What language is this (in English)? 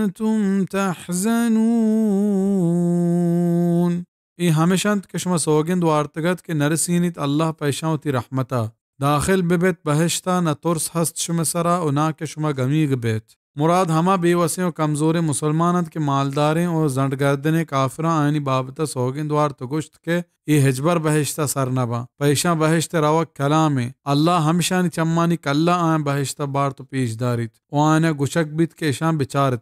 Baluchi